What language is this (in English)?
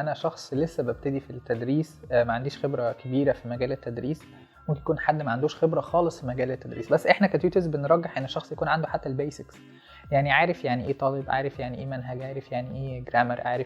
Egyptian Arabic